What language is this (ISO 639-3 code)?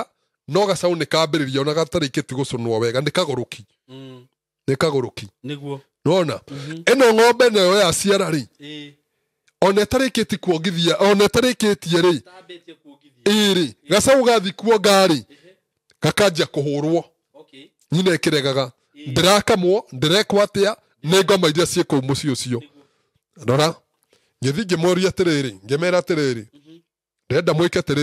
kik